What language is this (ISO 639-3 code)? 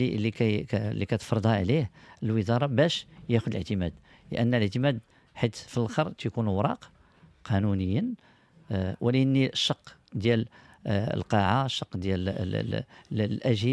ary